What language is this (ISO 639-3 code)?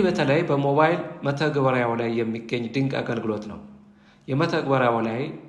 amh